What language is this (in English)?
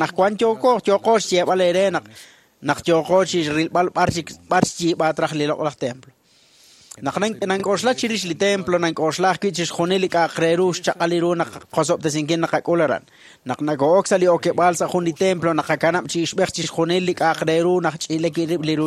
Kekchí